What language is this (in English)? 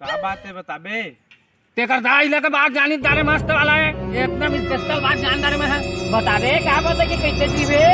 Chhattisgarhi